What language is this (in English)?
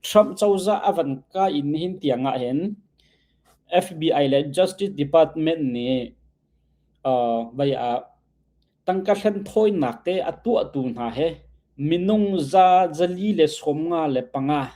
Hakha Chin